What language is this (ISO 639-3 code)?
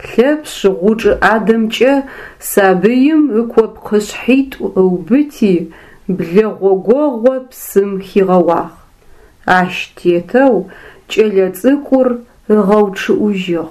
ady